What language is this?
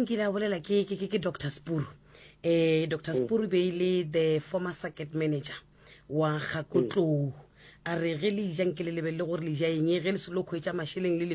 Northern Sotho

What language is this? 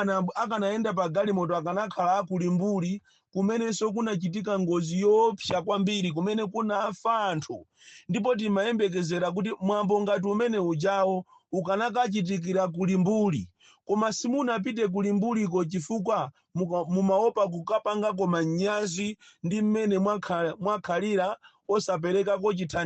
Nyanja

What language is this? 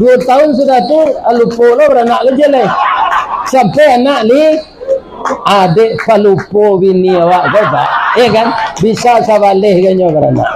Minangkabau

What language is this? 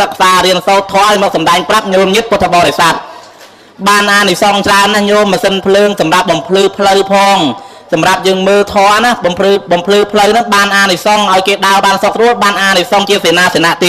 Khmer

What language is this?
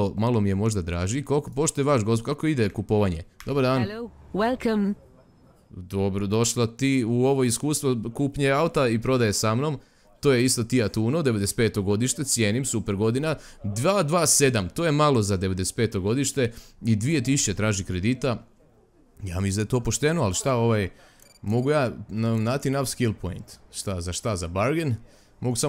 Croatian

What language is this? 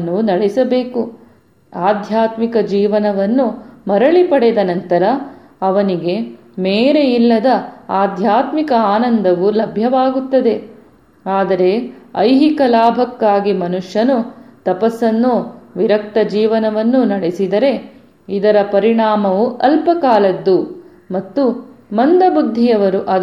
Kannada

